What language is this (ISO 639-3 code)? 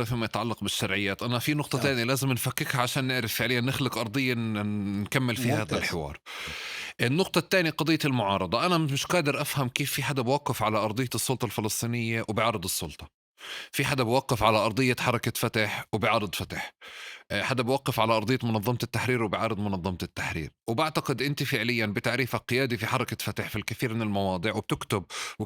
apc